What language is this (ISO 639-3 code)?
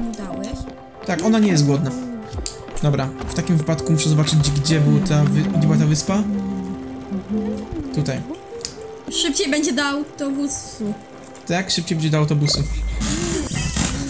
pol